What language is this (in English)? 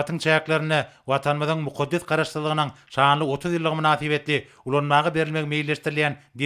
Turkmen